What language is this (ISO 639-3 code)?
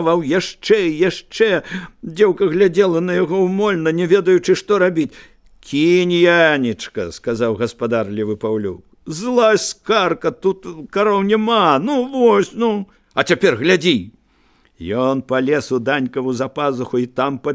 bel